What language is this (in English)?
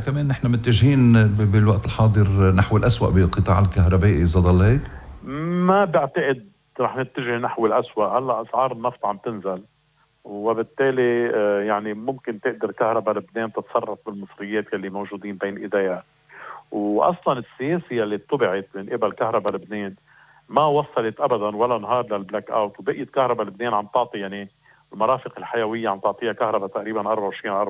North Levantine Arabic